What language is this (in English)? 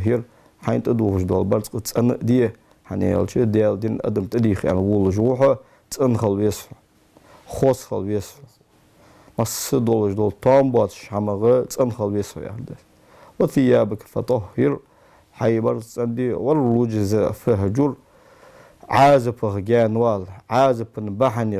Ingush